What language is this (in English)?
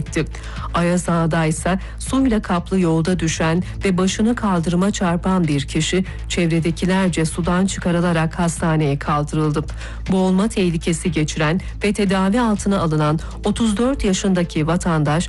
Turkish